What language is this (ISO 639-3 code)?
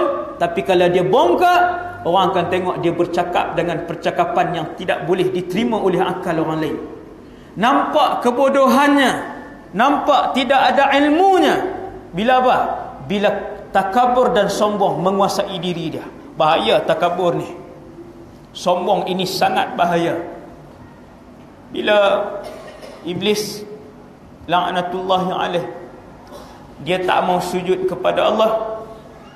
msa